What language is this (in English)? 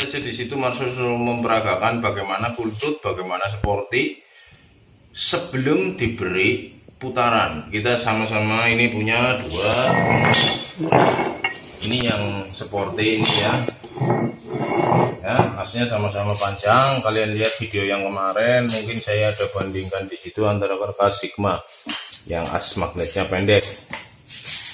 Indonesian